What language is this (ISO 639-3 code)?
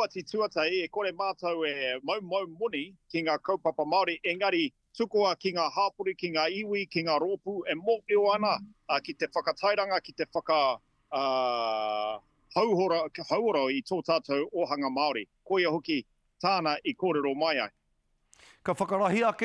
mri